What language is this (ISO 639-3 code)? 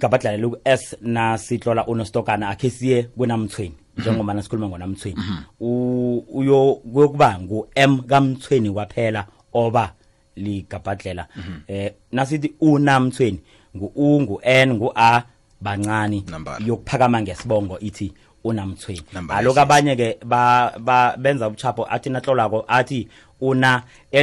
nbl